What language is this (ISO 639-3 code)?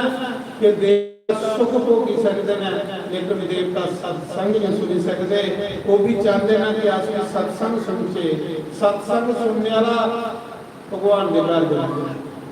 doi